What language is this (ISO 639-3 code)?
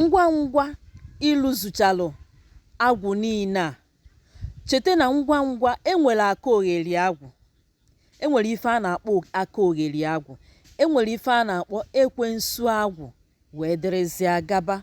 ibo